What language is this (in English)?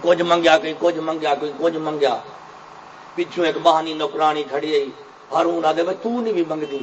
Saraiki